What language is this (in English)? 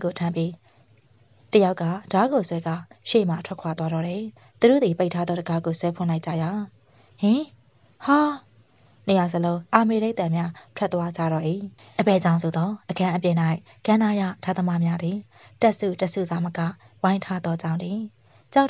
Burmese